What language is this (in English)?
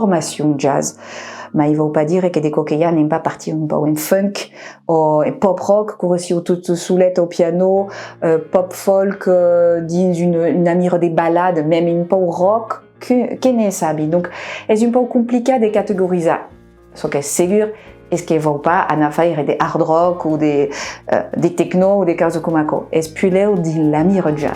Occitan